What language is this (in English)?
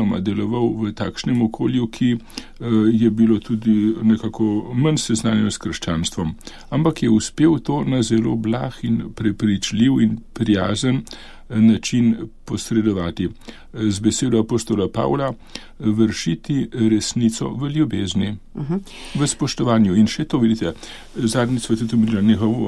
Slovenian